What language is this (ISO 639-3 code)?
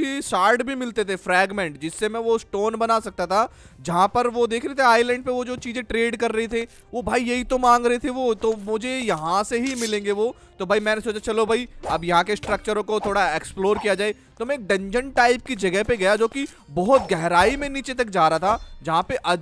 hin